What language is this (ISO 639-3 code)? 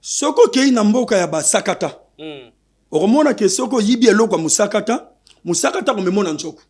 lin